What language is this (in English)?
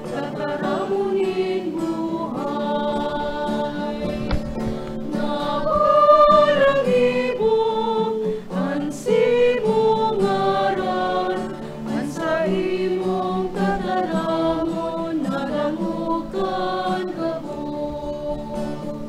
Bikol